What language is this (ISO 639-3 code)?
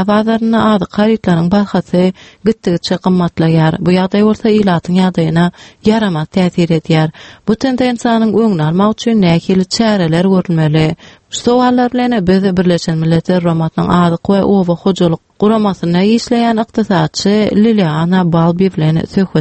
tuk